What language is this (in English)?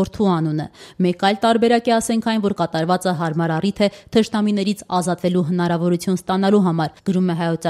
Armenian